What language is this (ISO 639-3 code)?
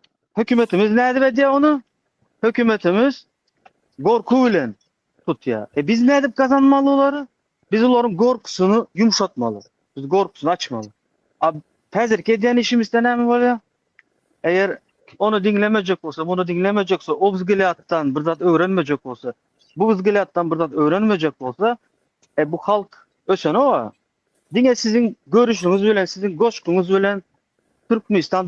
tuk